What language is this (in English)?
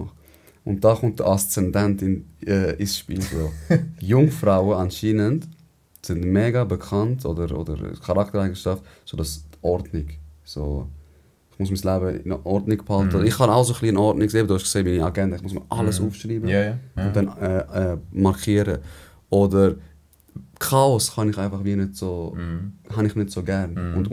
Swiss German